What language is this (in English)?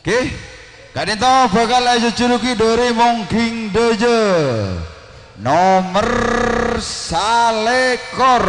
Madurese